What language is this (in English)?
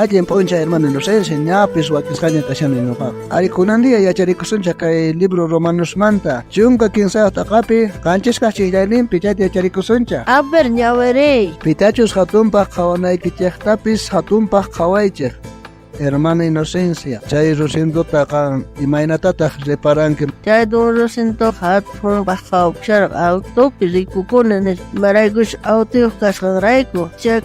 South Bolivian Quechua